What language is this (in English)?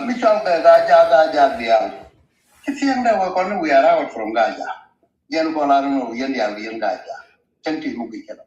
Nuer